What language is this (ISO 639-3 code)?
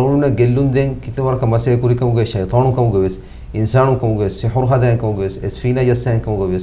div